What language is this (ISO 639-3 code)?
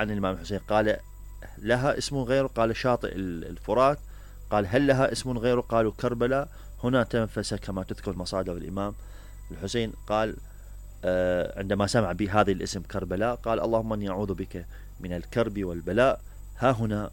acm